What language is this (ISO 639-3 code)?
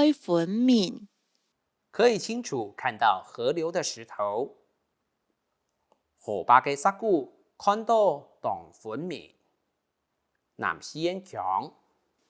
hak